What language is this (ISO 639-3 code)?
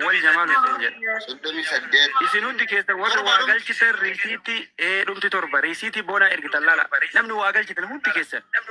orm